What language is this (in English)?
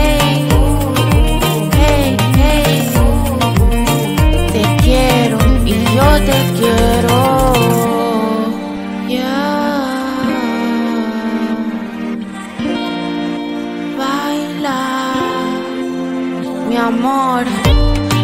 Spanish